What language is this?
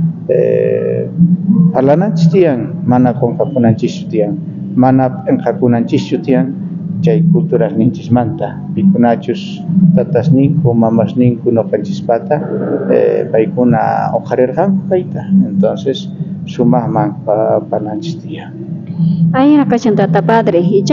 South Bolivian Quechua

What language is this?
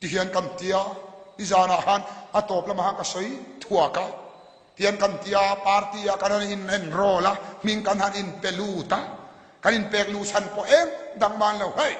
Mizo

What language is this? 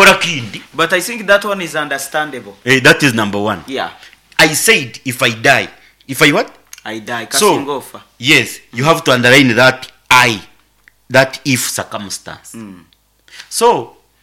Nyankole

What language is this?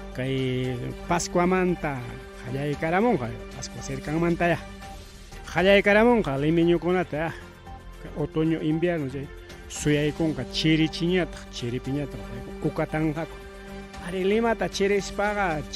Ayacucho Quechua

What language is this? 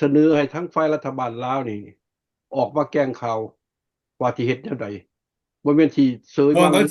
Lao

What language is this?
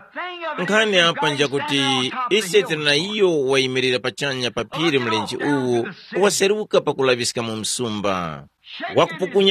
Tumbuka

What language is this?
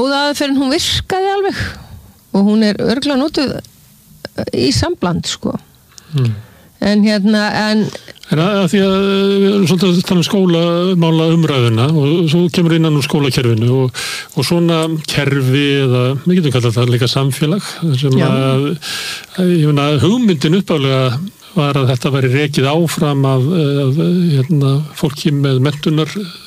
Icelandic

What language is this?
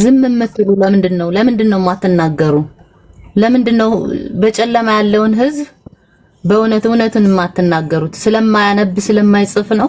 Amharic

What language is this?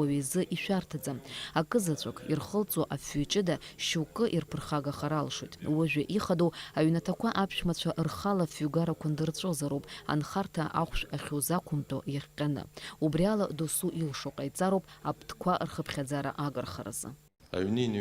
Abkhazian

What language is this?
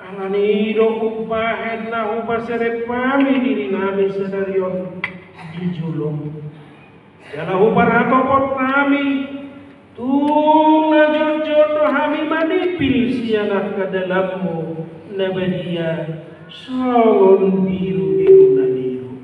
Batak Toba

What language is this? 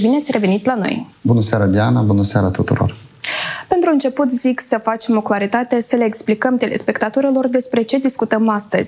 Romanian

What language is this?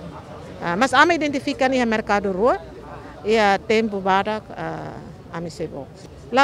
Tetum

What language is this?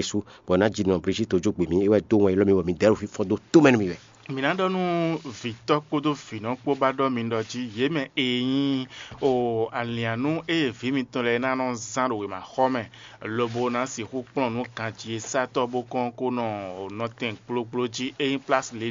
Fon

